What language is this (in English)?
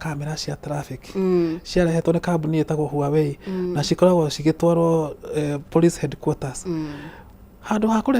Kikuyu